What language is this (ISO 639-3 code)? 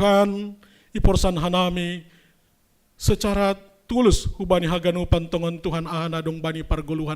bts